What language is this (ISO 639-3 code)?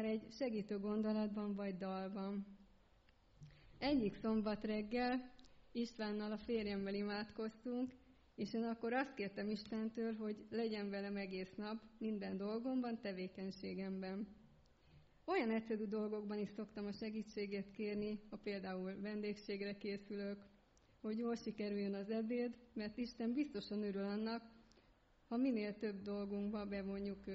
hun